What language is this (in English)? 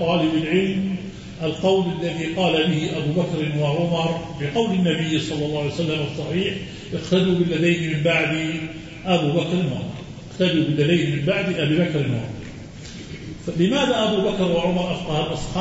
Arabic